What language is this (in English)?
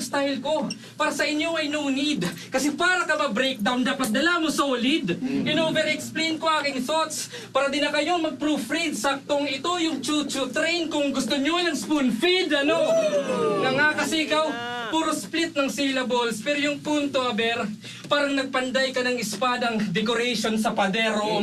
Filipino